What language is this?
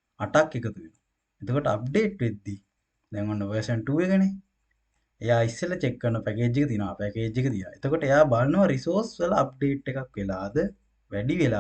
Sinhala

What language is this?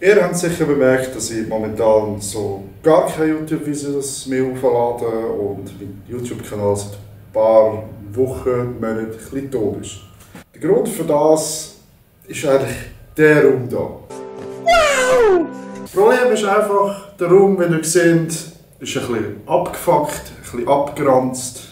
Swiss German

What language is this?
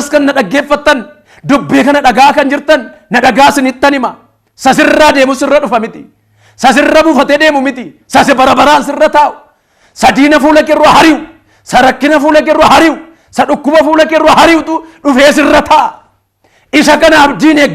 Oromo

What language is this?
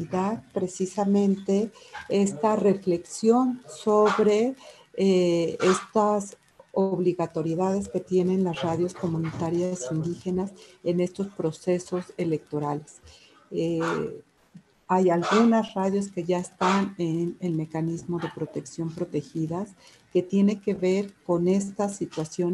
Spanish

